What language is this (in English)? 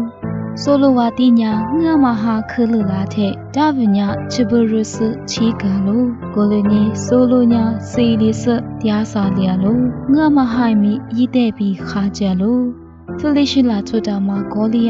Lisu